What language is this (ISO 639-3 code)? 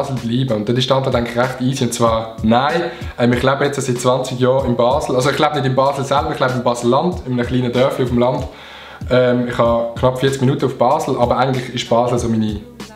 gsw